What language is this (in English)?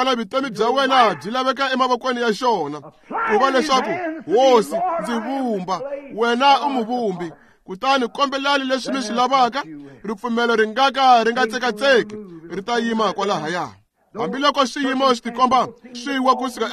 Tsonga